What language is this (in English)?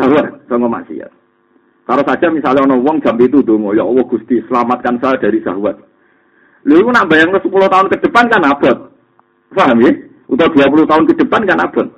Javanese